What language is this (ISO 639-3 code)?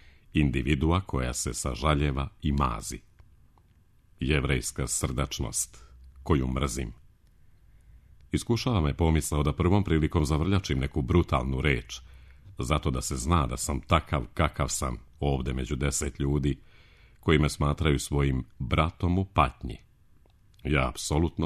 srp